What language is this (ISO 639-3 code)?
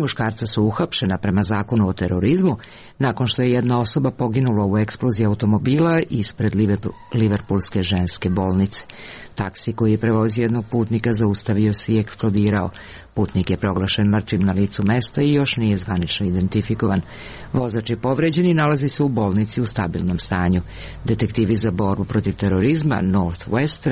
srp